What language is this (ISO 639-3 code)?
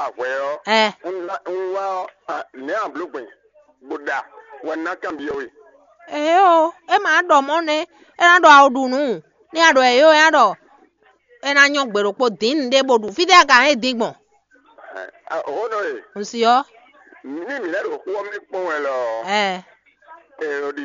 fon